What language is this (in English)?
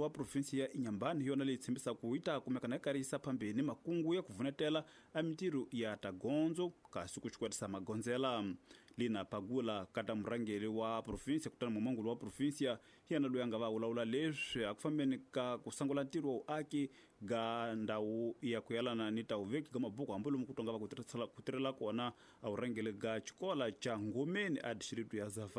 Tsonga